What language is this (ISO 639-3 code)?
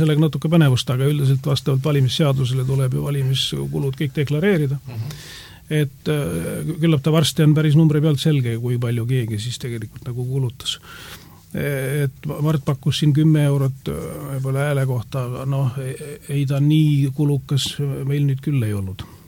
est